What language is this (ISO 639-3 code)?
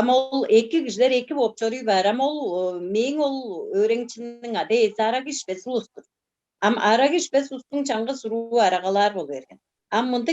tyv